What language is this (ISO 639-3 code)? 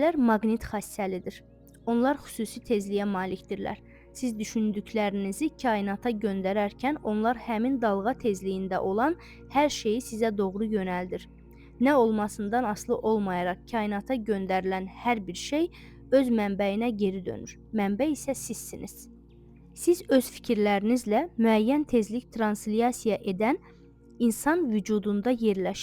aze